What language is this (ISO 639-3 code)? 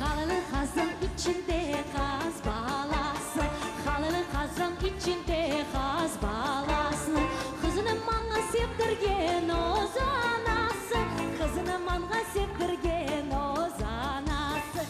crh